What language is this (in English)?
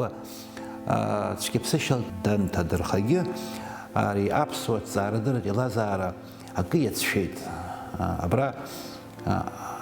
Abkhazian